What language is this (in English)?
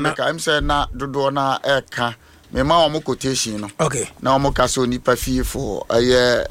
Akan